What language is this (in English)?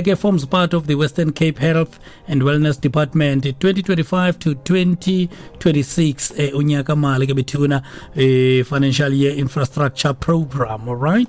Xhosa